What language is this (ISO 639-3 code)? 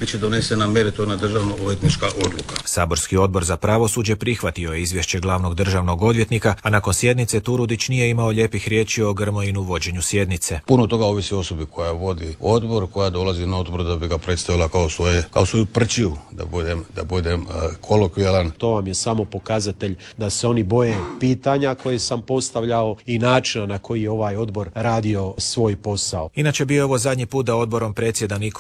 hrv